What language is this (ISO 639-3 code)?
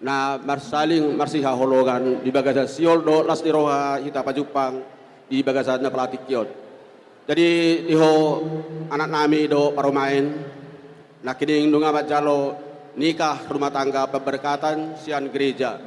bbc